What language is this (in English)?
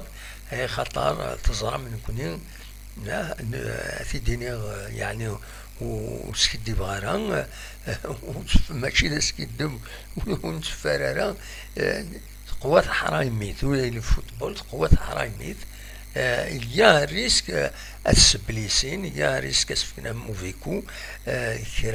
Kabyle